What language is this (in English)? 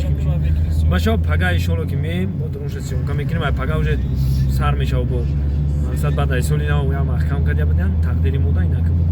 Tajik